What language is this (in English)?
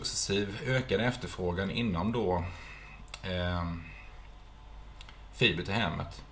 Swedish